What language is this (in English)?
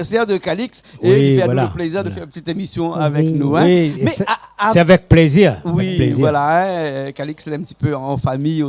Réunion Creole French